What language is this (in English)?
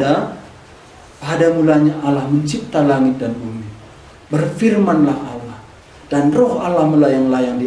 Batak Karo